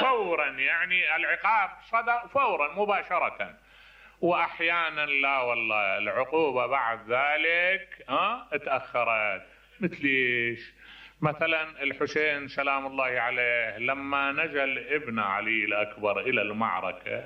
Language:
Mesopotamian Arabic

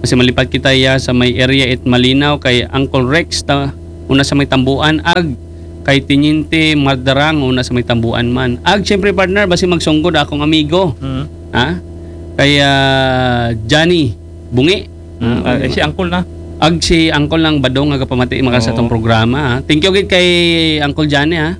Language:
Aklanon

